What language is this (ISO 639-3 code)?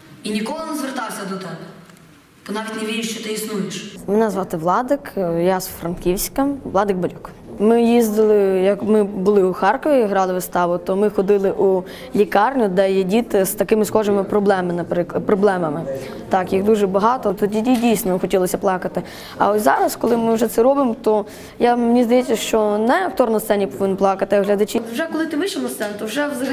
ukr